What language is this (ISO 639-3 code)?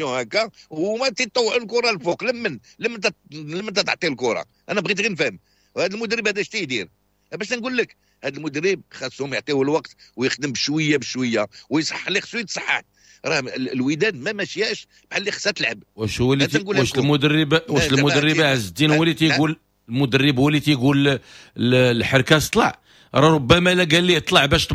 ary